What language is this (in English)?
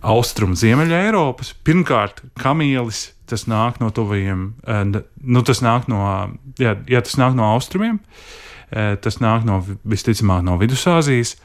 Latvian